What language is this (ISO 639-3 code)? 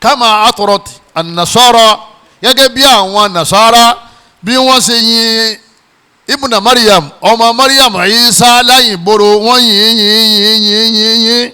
yor